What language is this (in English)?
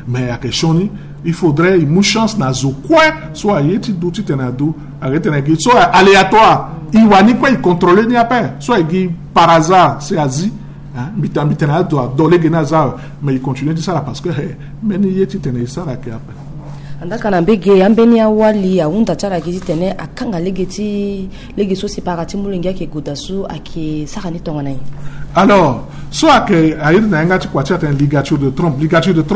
Sango